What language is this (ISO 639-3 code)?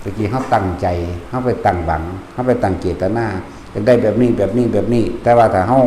tts